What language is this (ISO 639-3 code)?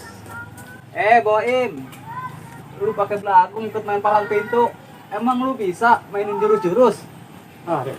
bew